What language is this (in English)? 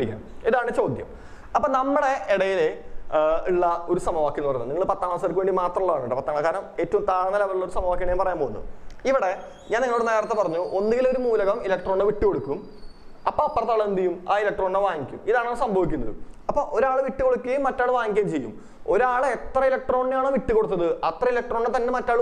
Malayalam